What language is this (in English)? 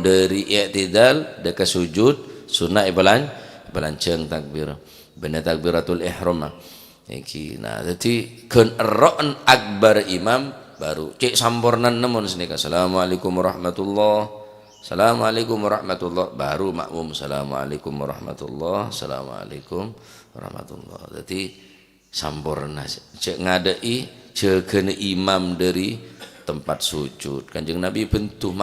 Madurese